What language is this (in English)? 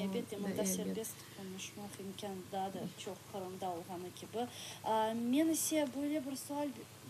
Crimean Tatar